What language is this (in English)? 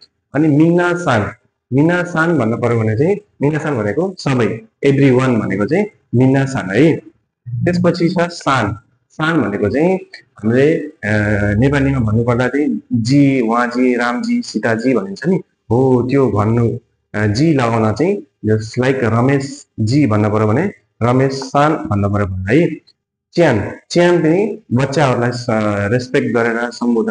Nepali